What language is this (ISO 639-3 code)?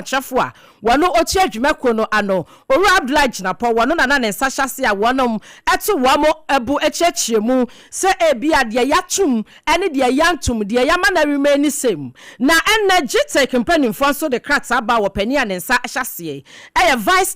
aka